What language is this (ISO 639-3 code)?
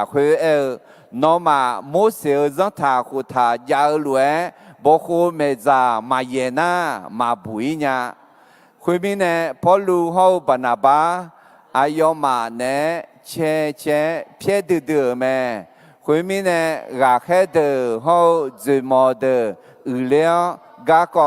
ahk